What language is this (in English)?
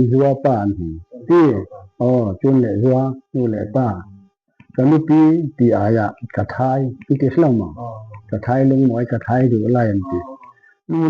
Falam Chin